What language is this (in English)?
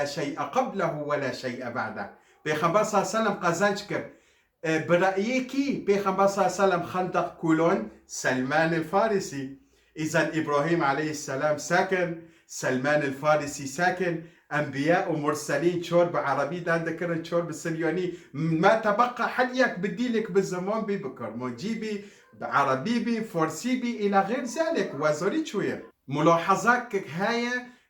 Kurdish